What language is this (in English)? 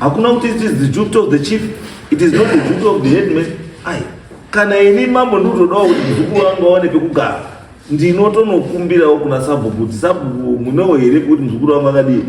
Shona